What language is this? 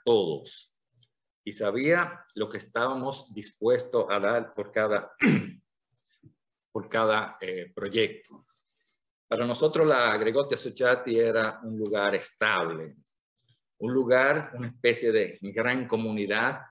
Spanish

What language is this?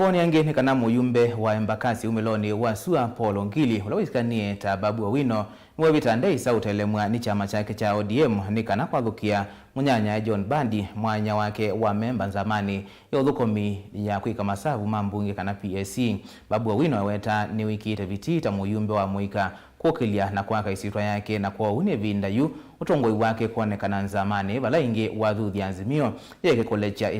Kamba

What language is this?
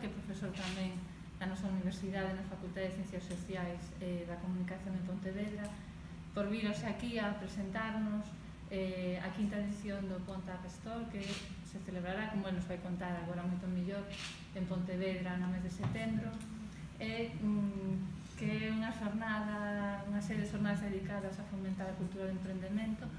Galician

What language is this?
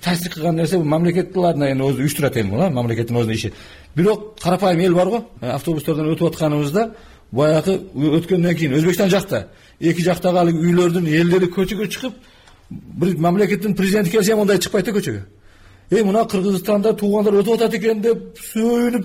Kyrgyz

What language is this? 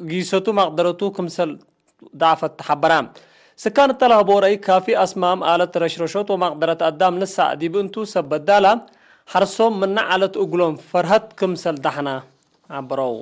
Tigre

